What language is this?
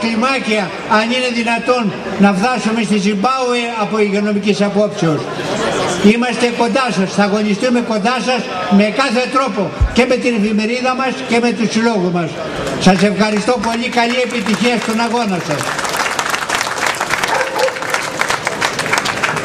Greek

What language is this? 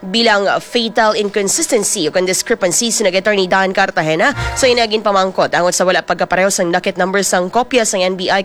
Hiligaynon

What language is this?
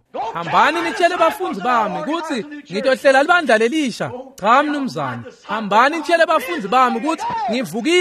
Swati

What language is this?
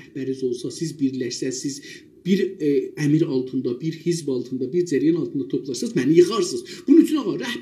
South Azerbaijani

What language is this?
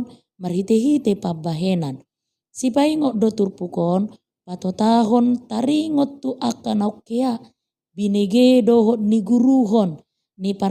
Batak Toba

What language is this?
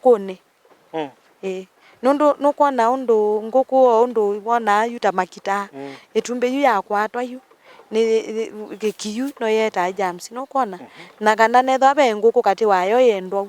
Kamba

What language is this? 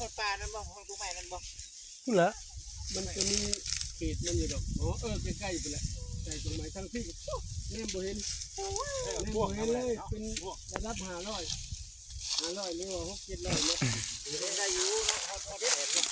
Northeastern Thai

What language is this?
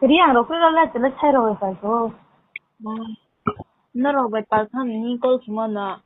Riang (India)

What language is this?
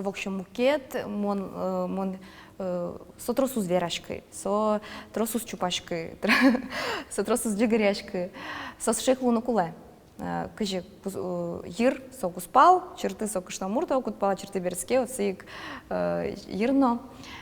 Udmurt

